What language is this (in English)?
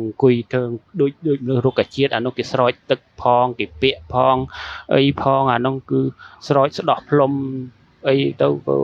Khmer